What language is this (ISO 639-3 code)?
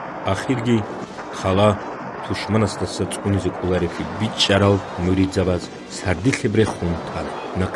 ava